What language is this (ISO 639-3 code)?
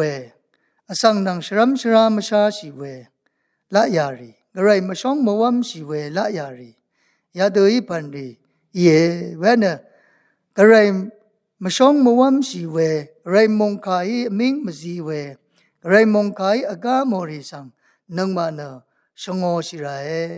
raw